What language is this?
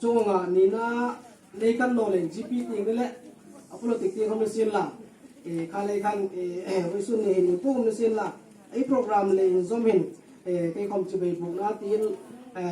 Hmar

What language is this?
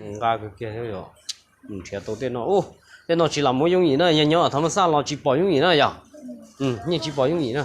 Hmong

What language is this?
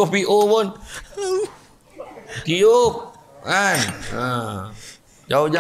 Malay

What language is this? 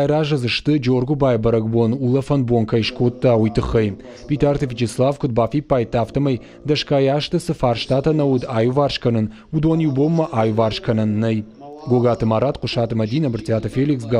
Ossetic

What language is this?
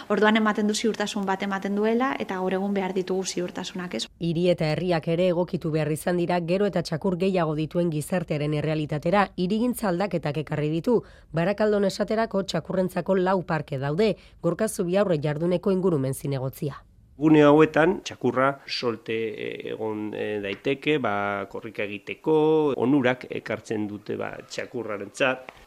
Basque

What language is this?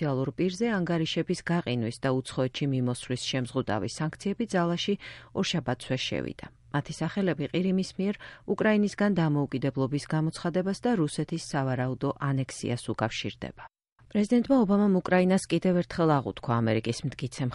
Georgian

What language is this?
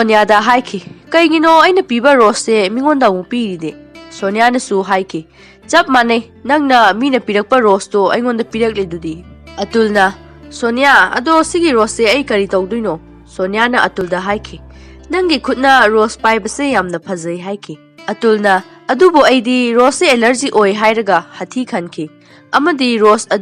Manipuri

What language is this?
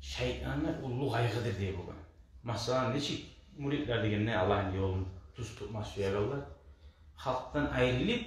Kumyk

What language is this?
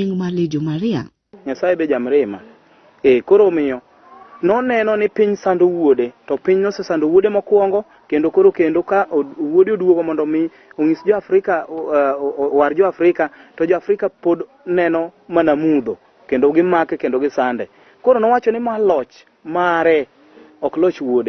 Luo (Kenya and Tanzania)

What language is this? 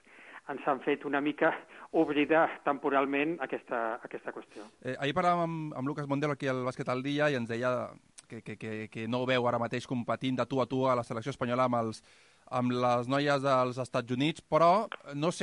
Catalan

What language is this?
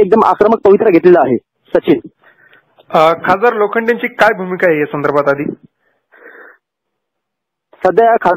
Marathi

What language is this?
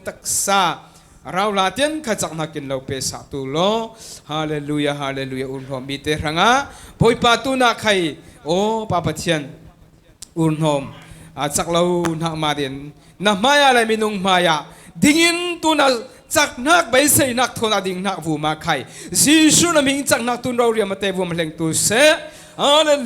Falam Chin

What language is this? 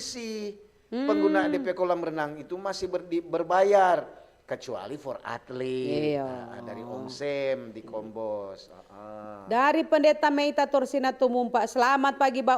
Manado Malay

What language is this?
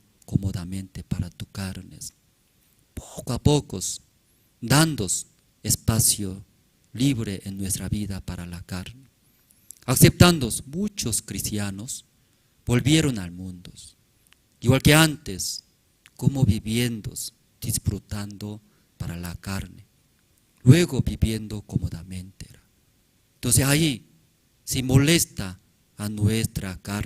Aymara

